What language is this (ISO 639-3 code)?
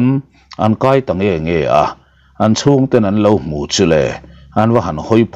lus